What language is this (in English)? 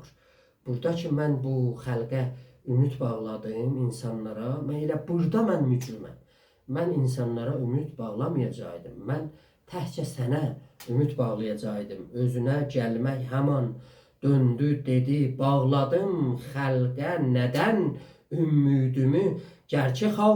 South Azerbaijani